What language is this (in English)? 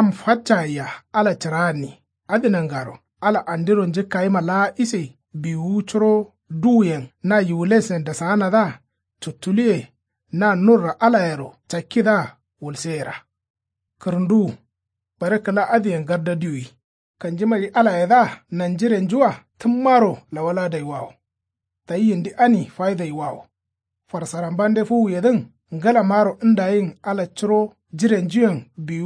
Kanuri